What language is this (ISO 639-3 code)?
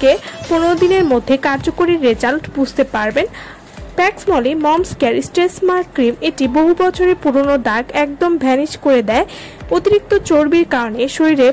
ben